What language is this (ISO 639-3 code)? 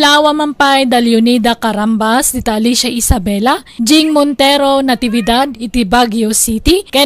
ilo